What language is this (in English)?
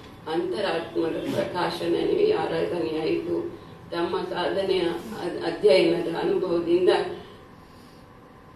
Kannada